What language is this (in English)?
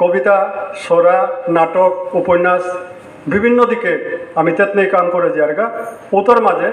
Bishnupriya